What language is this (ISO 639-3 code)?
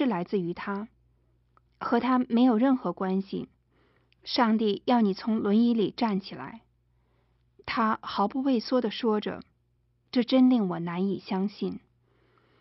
zho